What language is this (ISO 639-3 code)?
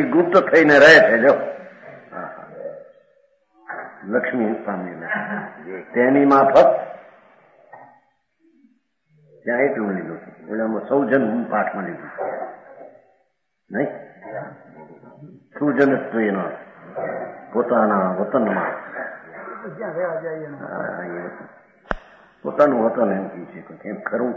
guj